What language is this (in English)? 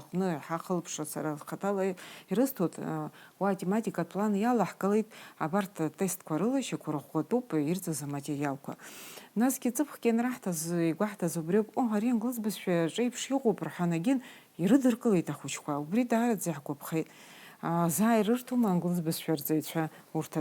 Abkhazian